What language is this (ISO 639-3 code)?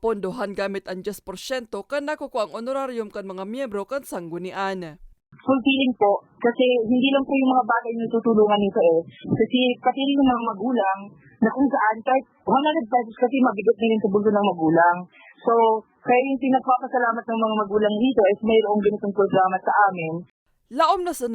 bik